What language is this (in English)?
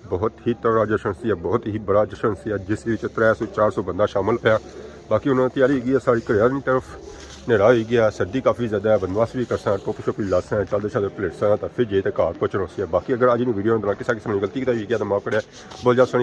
Pahari-Potwari